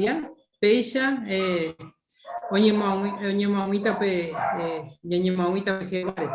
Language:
Guarani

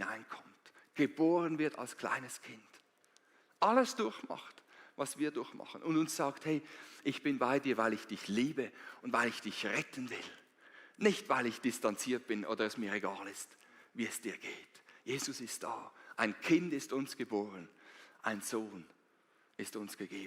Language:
Swiss German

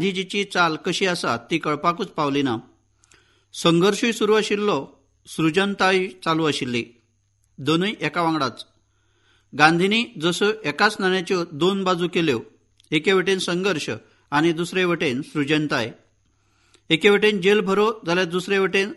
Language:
Konkani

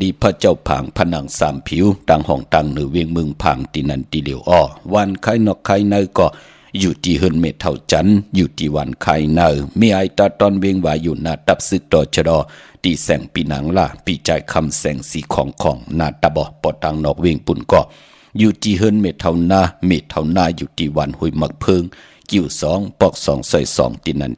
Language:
Shan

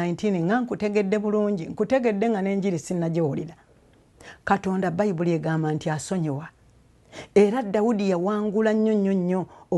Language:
Ganda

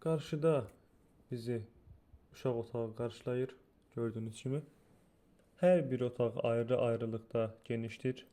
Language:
Azerbaijani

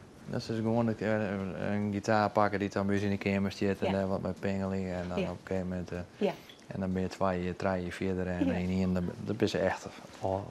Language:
Western Frisian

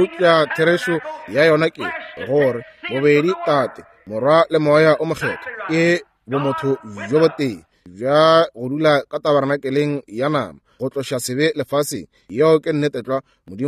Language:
Northern Sotho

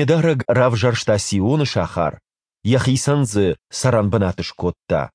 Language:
Ossetic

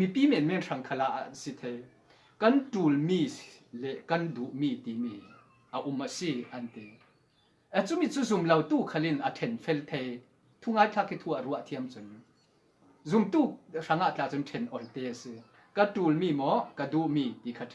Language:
Falam Chin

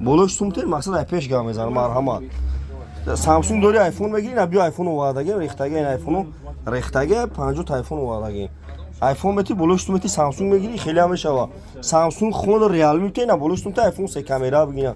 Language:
Tajik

